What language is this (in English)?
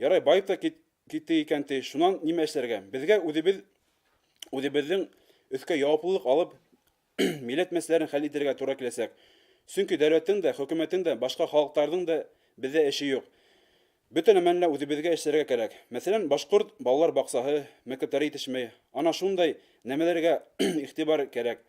Bashkir